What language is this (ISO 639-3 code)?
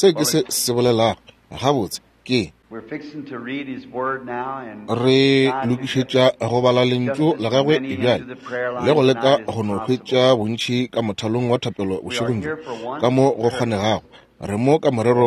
nso